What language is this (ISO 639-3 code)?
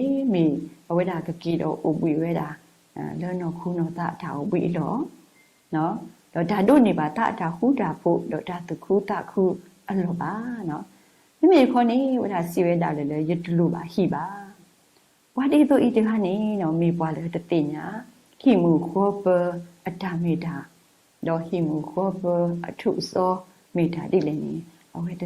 ksw